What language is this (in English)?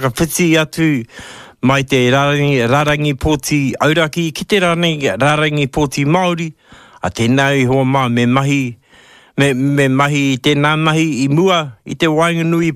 Māori